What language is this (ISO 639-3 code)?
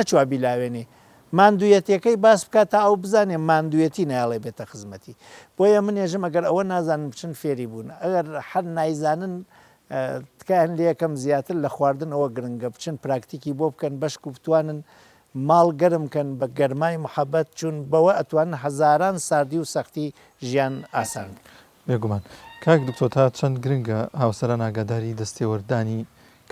ckb